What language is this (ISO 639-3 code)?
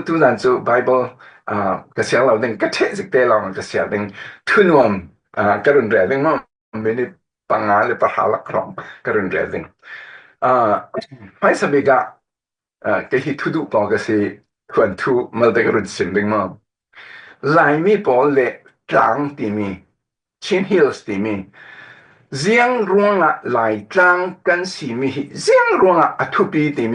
cfm